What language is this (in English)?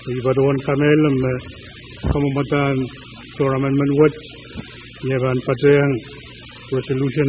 Pohnpeian